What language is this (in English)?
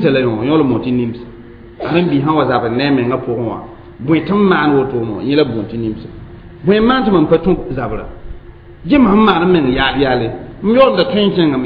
Mossi